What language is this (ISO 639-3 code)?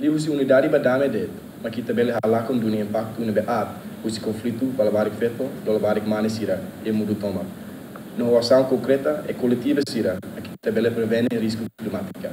tet